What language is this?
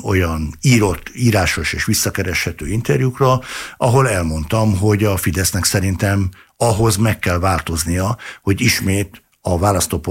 Hungarian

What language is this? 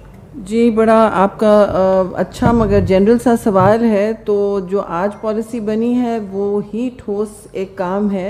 Urdu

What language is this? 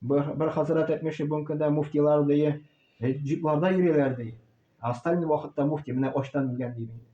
Tatar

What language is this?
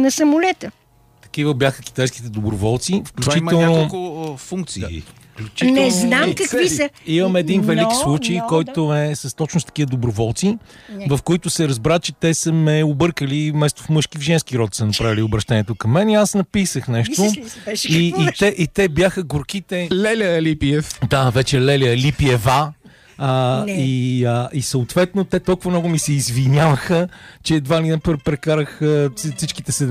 Bulgarian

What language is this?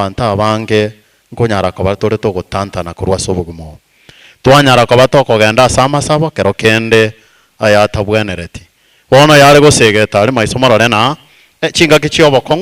Gusii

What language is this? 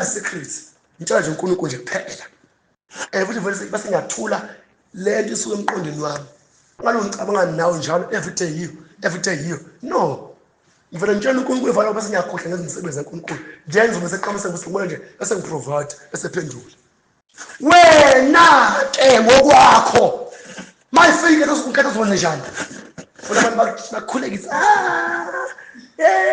Zulu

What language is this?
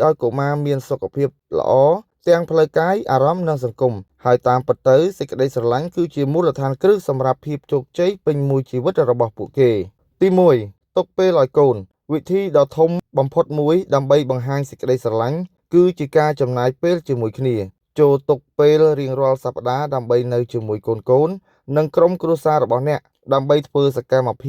Khmer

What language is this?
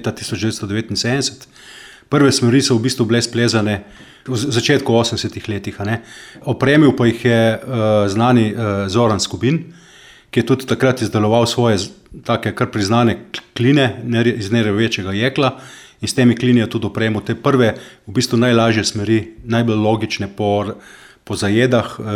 Slovenian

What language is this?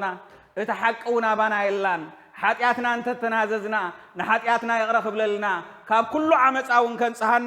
Tigrinya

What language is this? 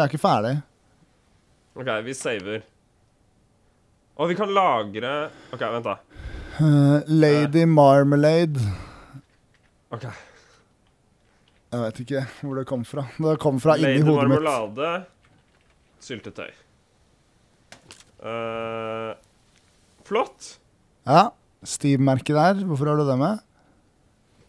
Norwegian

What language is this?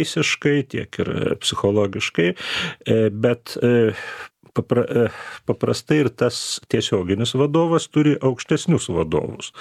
Lithuanian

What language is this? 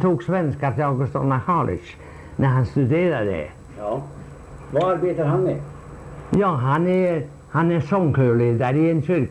Swedish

